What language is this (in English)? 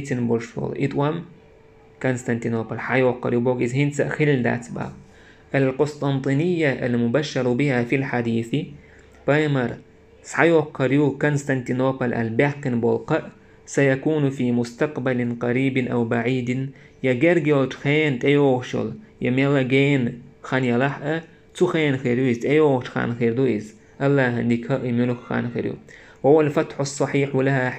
Chechen